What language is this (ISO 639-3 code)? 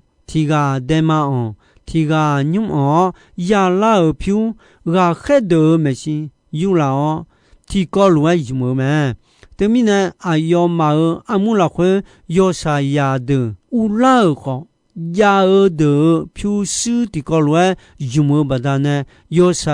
ahk